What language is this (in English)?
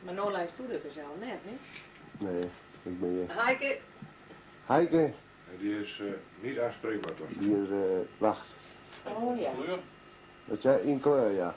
Western Frisian